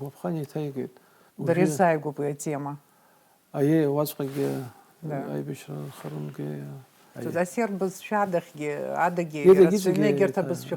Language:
Abkhazian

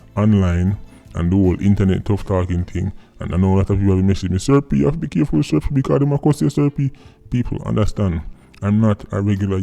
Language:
Jamaican Creole English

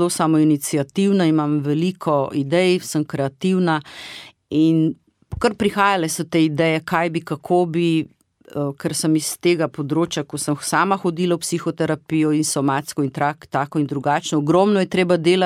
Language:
Slovenian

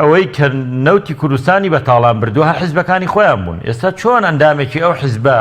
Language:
Central Kurdish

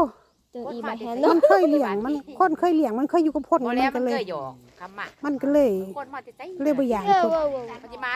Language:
Northeastern Thai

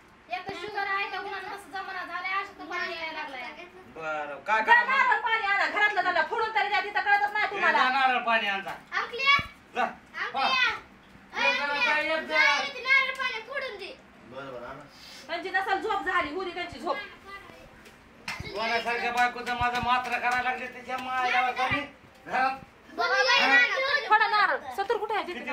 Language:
Marathi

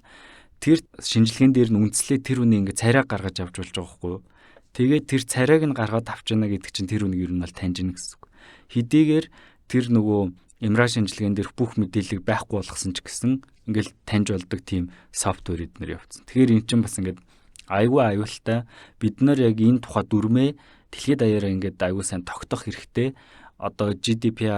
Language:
Mongolian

